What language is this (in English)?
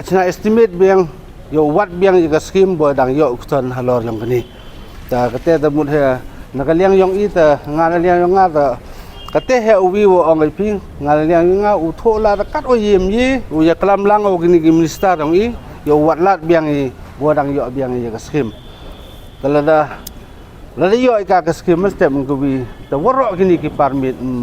Pnar